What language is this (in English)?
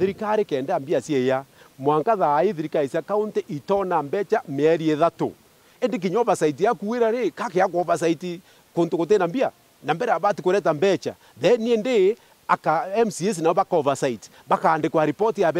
Meru